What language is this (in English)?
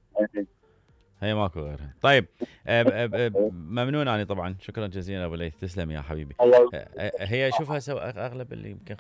Mesopotamian Arabic